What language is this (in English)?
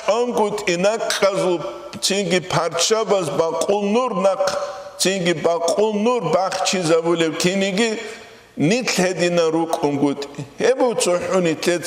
Avaric